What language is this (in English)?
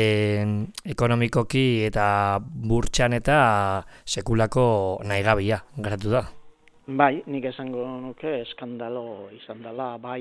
Basque